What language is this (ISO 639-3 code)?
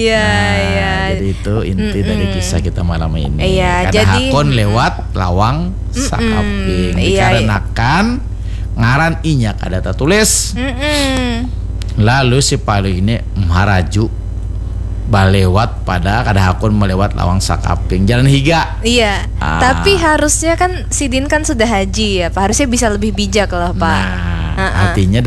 bjn